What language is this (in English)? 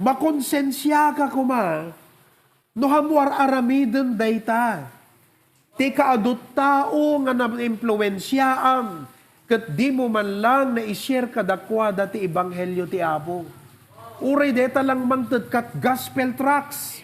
Iloko